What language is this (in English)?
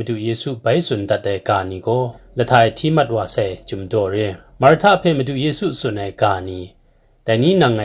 Kachin